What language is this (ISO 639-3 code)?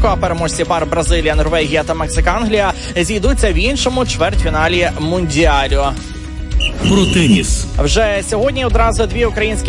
ukr